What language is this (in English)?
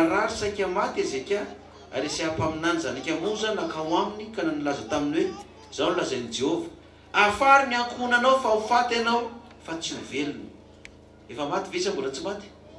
Malagasy